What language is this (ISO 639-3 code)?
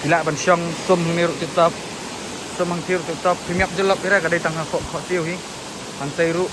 kha